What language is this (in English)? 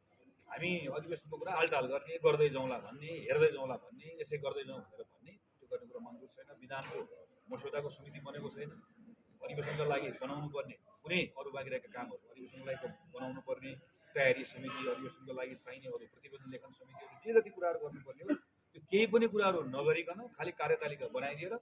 Nepali